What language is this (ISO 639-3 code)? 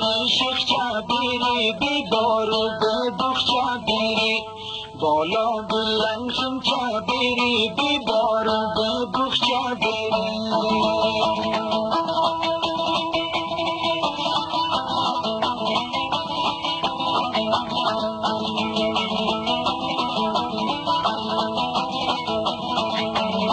fas